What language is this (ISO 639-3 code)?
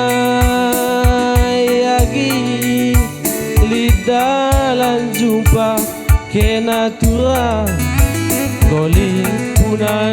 btx